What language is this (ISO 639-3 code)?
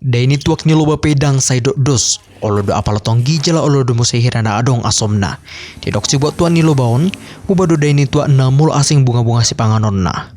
bbc